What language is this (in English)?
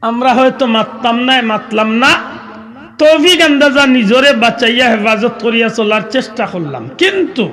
Sylheti